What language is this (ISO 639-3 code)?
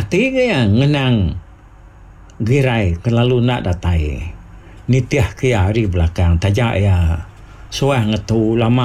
iba